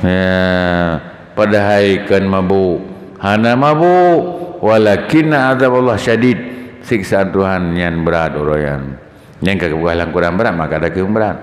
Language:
Achinese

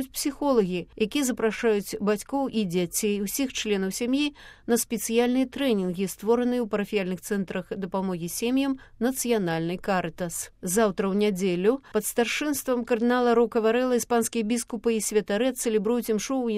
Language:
Belarusian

